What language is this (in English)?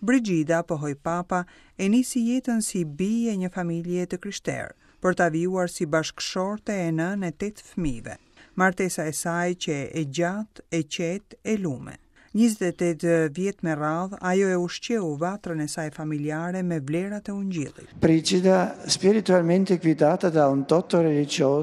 Albanian